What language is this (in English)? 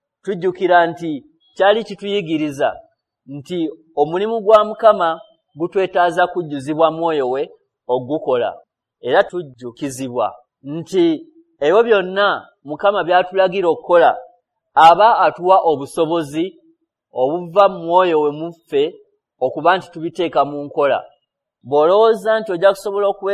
Ganda